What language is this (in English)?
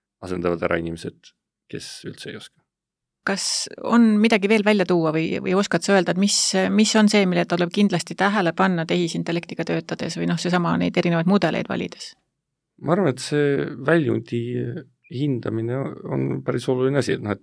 Estonian